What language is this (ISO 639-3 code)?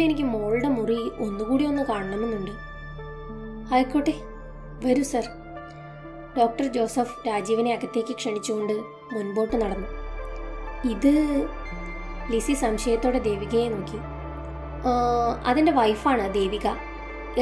mal